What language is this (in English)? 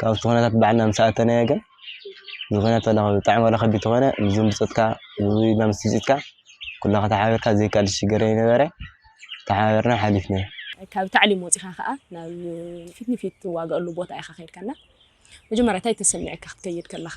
Tigrinya